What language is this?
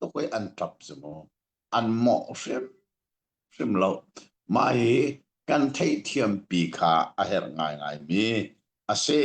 Hakha Chin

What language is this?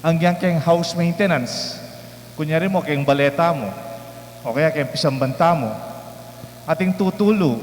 Pampanga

